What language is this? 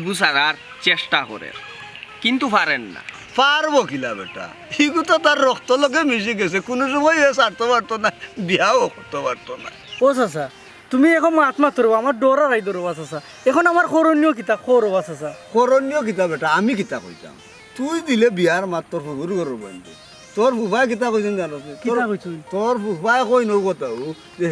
Sylheti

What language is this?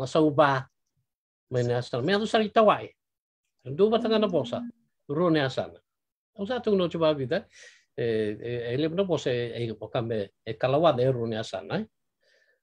Fijian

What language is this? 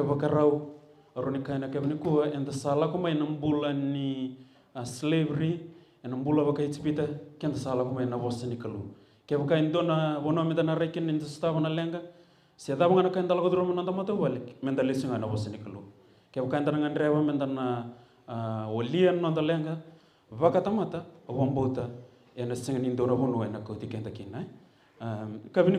Fijian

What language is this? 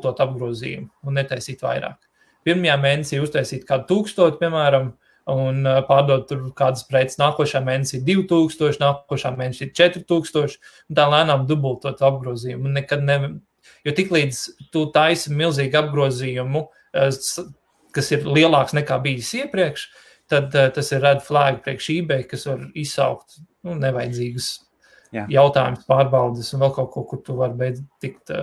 Latvian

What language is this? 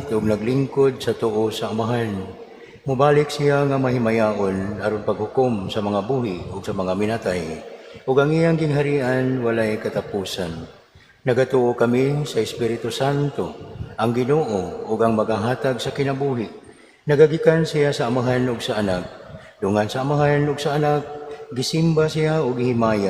Cebuano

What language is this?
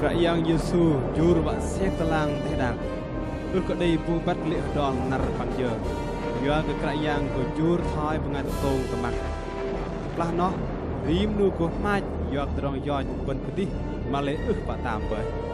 Bahnar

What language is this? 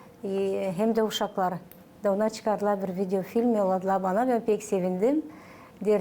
Gagauz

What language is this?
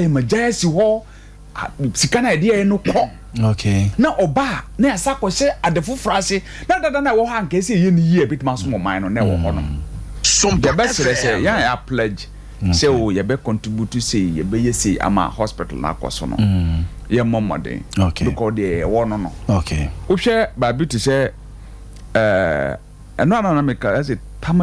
Akan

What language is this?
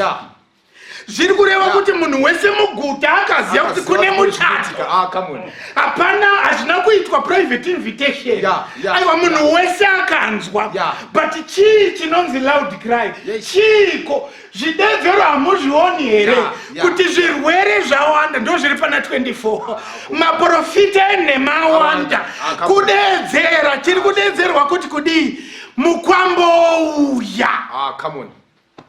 Shona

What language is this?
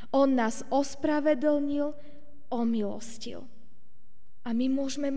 Slovak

